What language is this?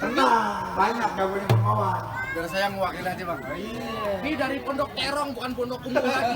Betawi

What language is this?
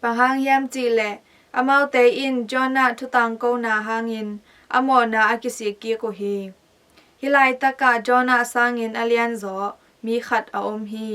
Tedim Chin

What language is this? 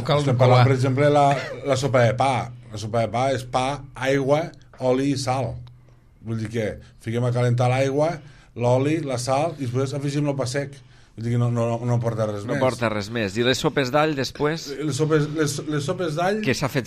Catalan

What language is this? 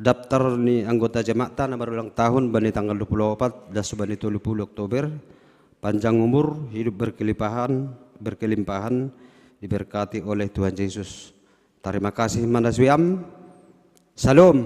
Batak Simalungun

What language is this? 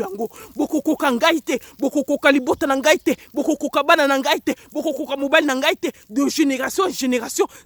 Lingala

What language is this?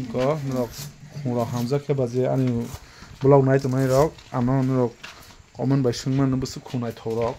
Kok Borok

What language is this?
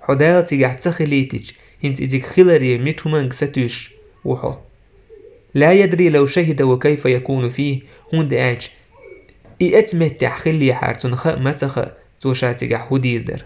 Chechen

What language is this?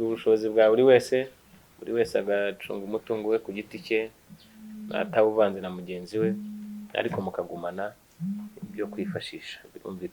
Kinyarwanda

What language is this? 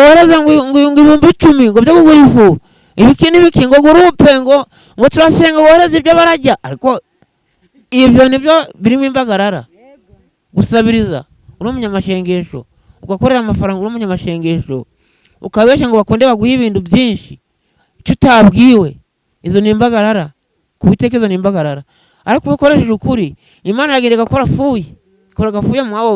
Kinyarwanda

